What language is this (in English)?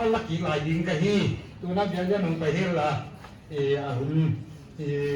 Paite Chin